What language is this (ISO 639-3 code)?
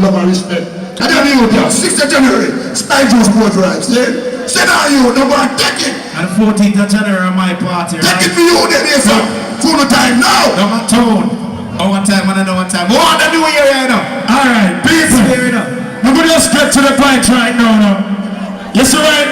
jam